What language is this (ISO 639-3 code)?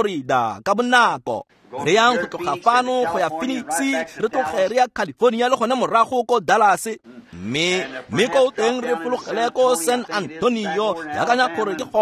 tsn